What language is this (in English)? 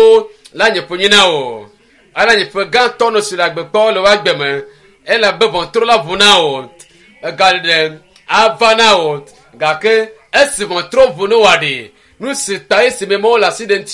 Ewe